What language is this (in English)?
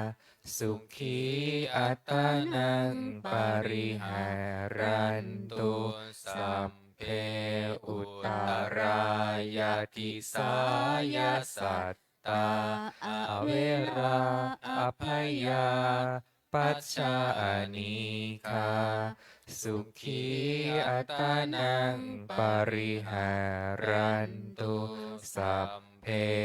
Pali